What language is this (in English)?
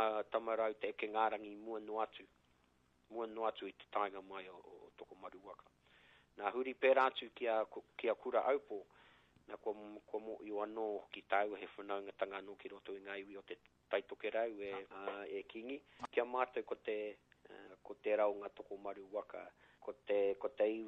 Māori